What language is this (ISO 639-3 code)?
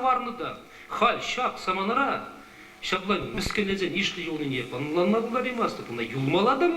chv